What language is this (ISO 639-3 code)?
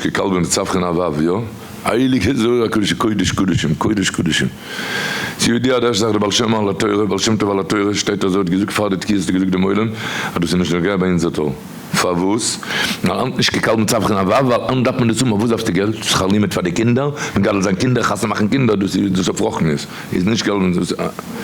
yid